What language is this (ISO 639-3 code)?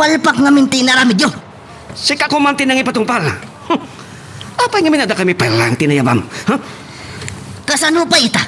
ilo